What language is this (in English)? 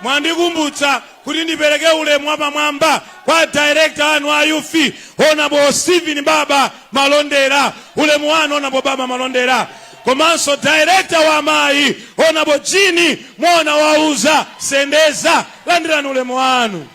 Nyanja